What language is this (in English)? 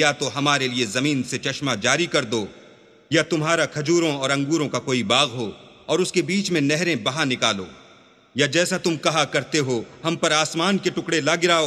Urdu